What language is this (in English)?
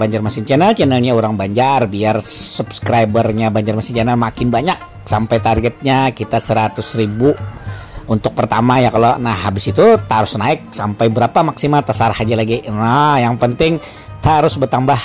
Banjar